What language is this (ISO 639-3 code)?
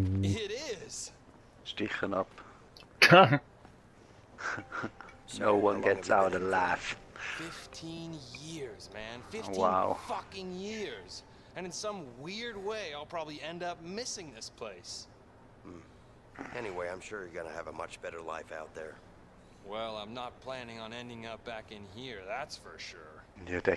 gsw